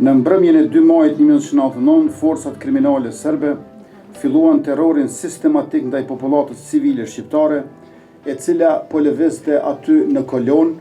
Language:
Albanian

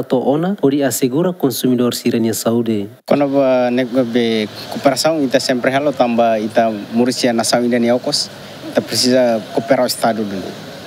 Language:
Tetum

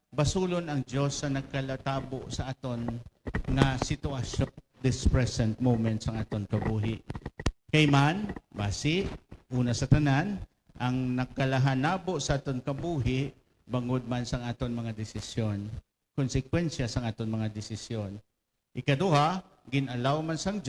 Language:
Hiligaynon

